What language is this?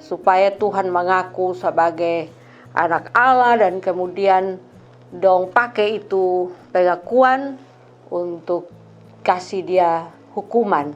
Kupang Malay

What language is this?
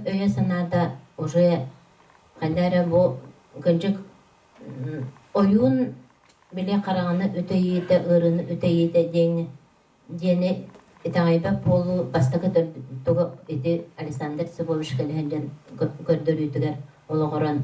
Yakut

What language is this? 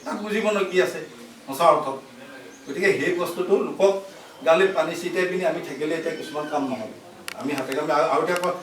Assamese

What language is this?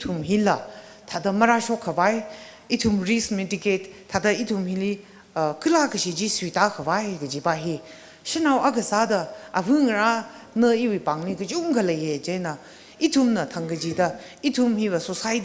Tangkhul Naga (India)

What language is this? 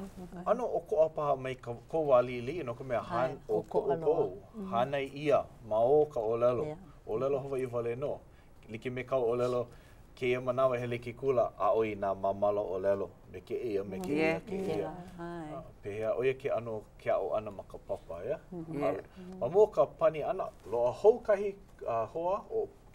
Hawaiian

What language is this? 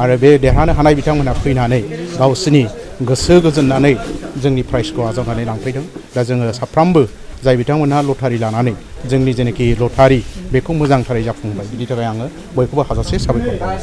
Bodo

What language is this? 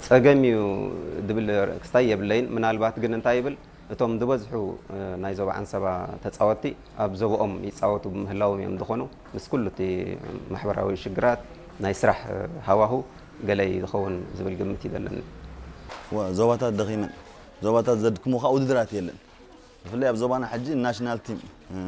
Tigrinya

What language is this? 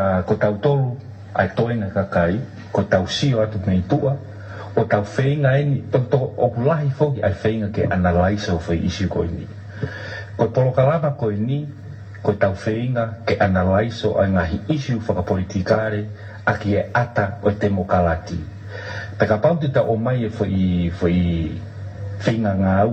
Tongan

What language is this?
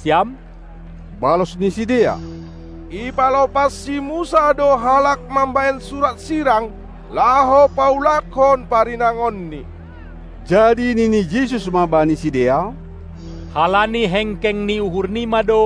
Batak Simalungun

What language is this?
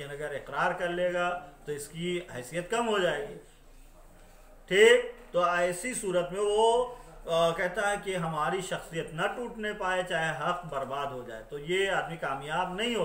Hindi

